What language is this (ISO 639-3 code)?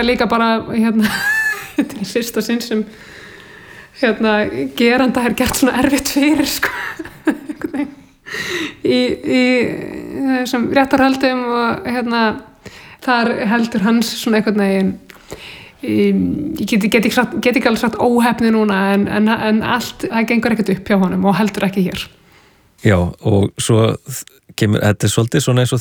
isl